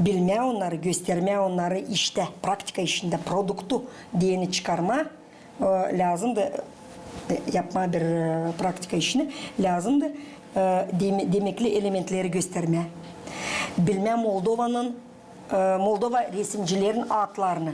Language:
Gagauz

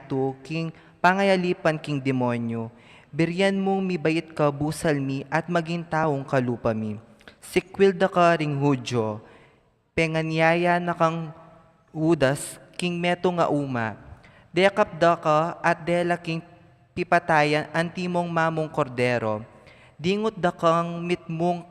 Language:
Pampanga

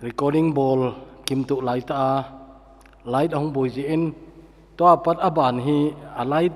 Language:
Thado Chin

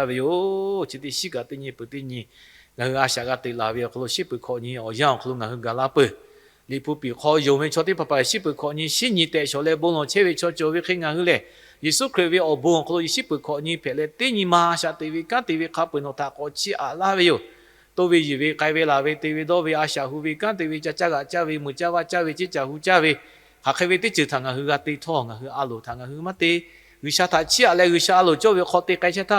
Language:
Lahu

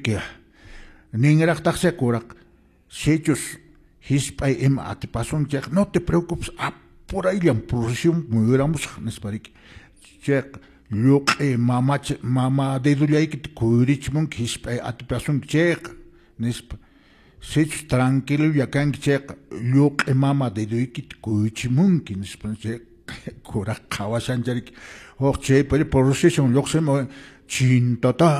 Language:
Quechua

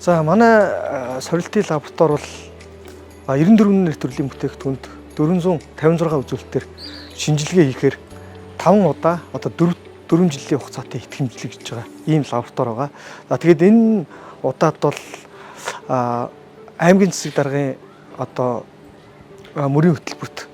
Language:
Mongolian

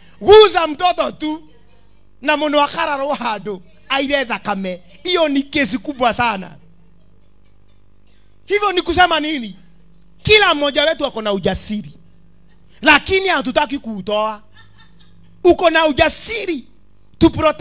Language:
Swahili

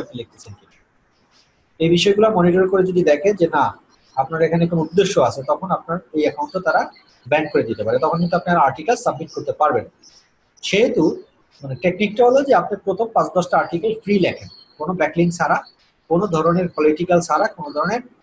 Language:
Bangla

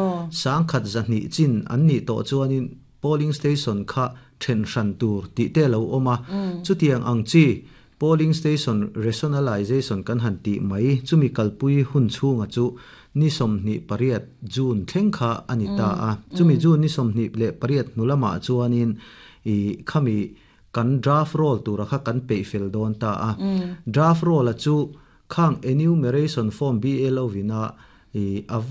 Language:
Mizo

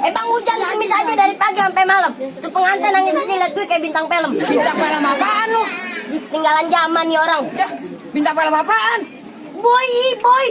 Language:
Betawi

